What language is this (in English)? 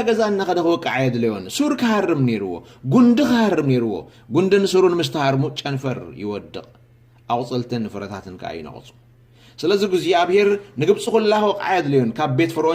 Tigrinya